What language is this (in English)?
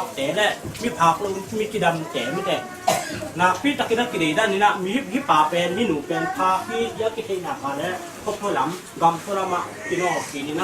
Tedim Chin